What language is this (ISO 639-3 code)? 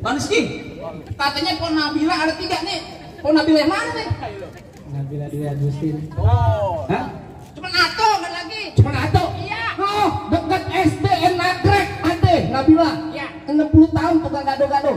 bew